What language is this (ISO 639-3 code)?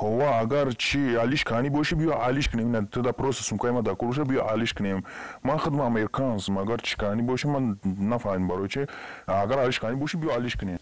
tgk